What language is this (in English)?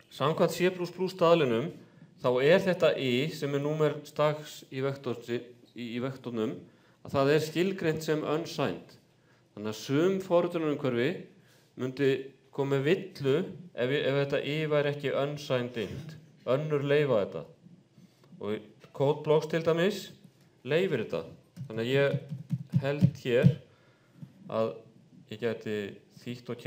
Icelandic